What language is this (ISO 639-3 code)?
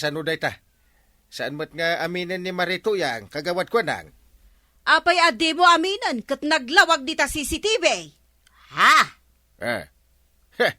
ilo